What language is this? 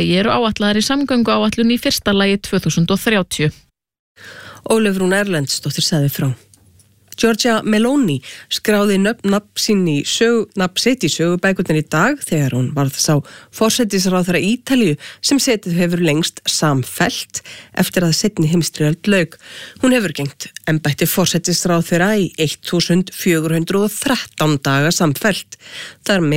Icelandic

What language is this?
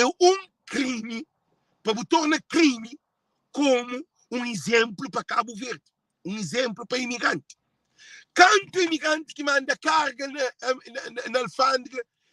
Kabuverdianu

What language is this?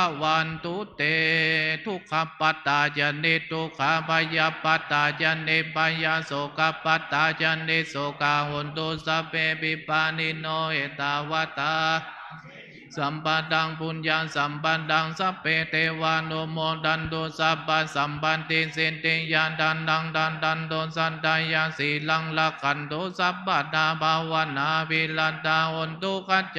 Pali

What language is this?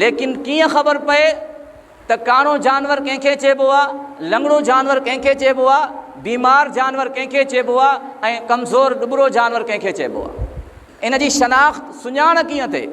Sindhi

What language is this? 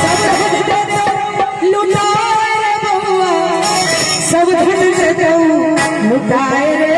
Maithili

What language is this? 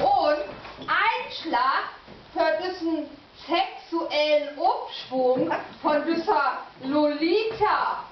Low German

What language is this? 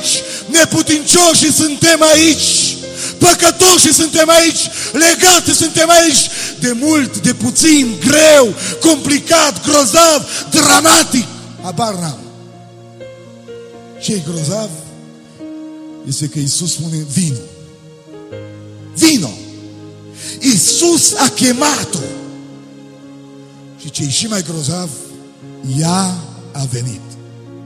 Romanian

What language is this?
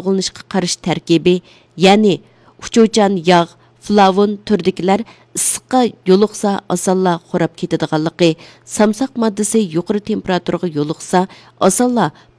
Uyghur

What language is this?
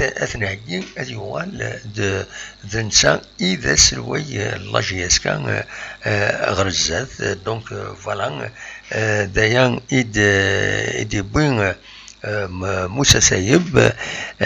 Kabyle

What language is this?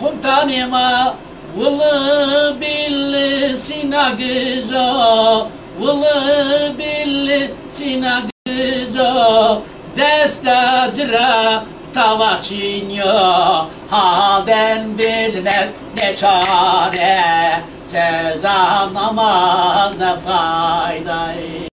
Zaza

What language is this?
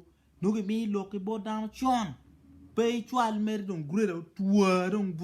Acoli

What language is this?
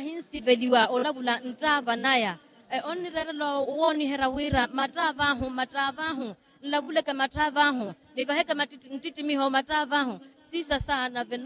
Makhuwa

